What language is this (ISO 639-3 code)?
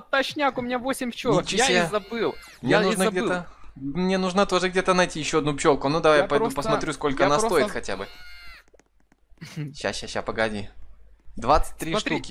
rus